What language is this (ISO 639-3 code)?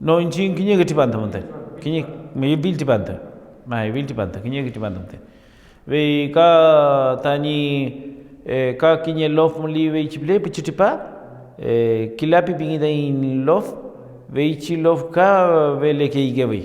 arn